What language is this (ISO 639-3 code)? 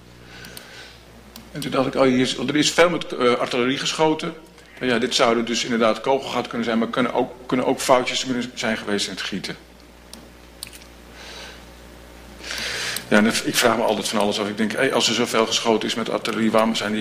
nld